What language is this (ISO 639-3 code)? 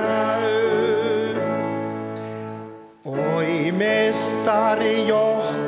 fin